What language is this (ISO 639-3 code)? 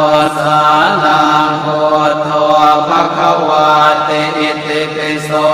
pli